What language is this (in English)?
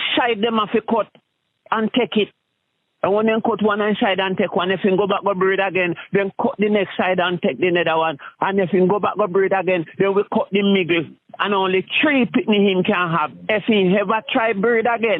Jamaican Creole English